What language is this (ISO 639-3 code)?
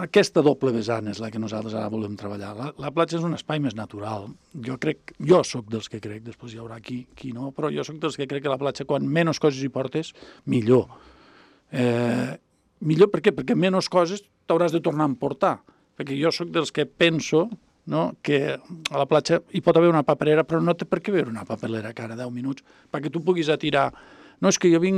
cat